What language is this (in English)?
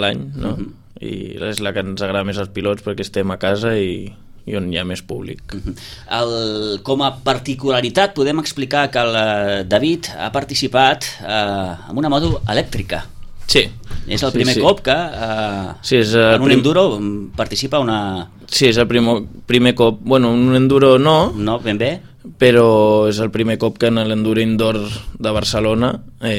Catalan